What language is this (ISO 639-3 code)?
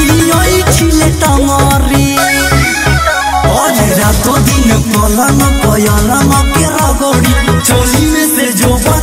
bho